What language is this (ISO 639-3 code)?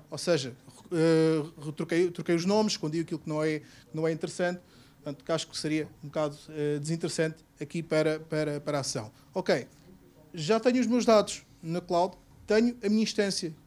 por